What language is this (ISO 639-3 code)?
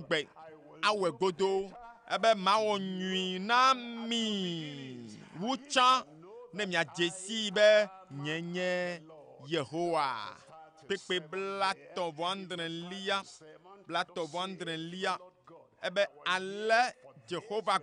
ewe